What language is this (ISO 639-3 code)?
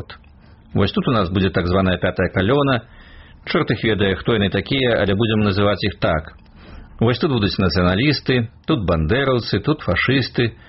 bel